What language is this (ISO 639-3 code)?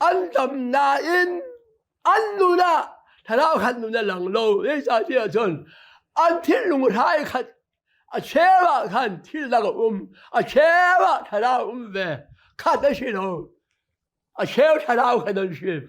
cnh